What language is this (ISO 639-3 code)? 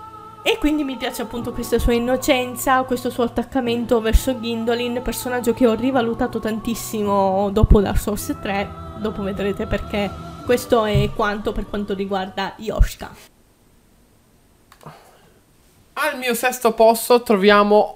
ita